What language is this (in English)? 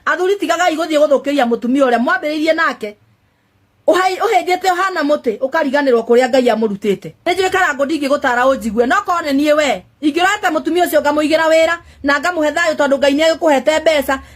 Kikuyu